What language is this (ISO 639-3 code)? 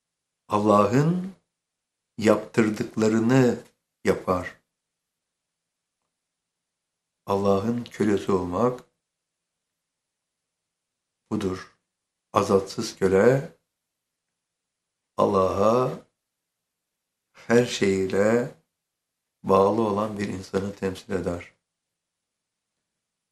tur